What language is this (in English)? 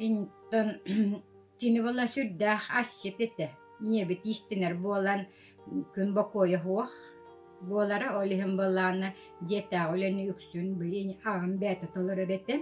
Yakut